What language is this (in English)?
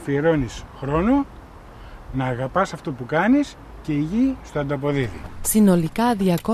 Greek